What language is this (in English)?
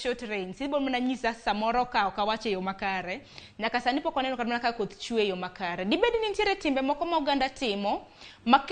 Luo (Kenya and Tanzania)